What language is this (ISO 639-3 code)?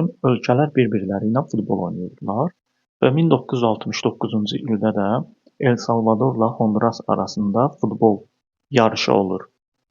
aze